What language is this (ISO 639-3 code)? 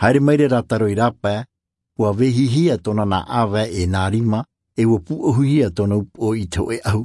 tah